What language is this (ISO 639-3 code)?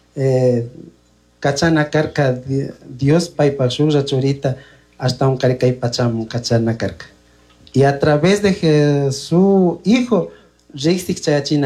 qug